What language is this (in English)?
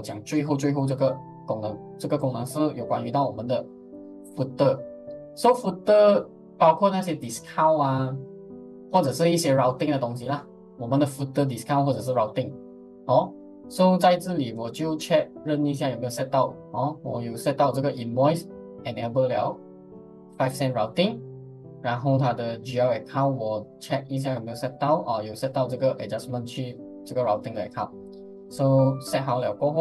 Chinese